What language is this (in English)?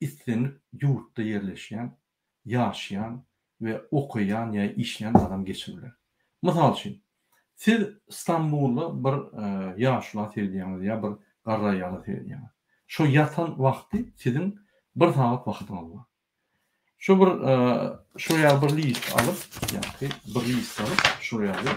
Turkmen